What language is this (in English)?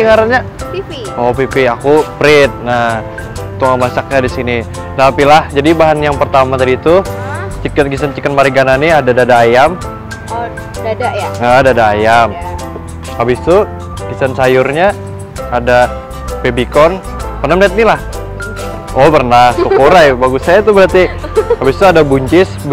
Banjar